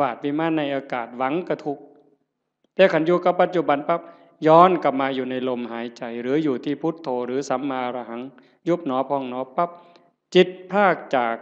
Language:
Northeastern Thai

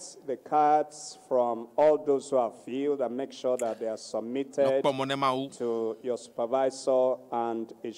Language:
Ewe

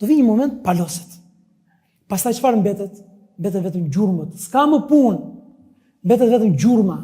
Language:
Albanian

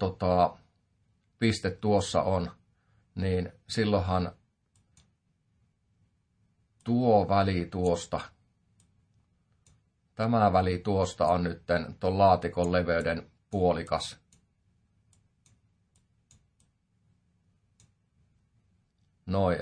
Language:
Finnish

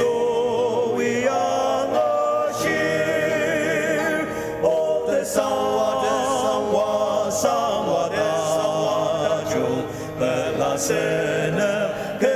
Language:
Ao Naga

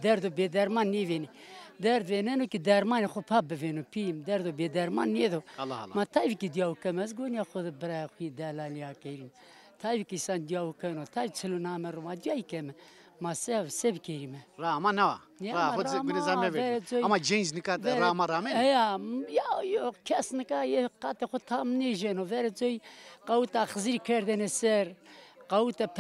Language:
Zaza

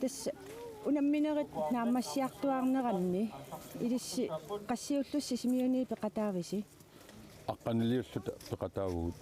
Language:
Kalaallisut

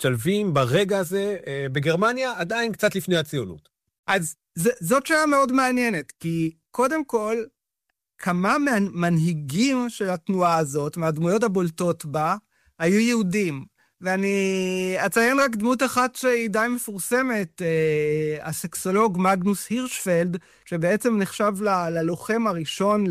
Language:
Hebrew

